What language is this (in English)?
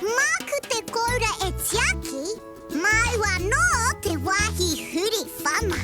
Māori